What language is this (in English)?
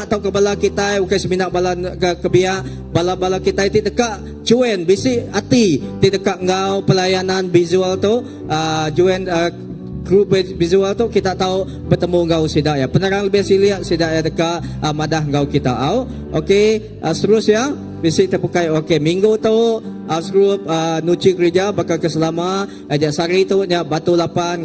Iban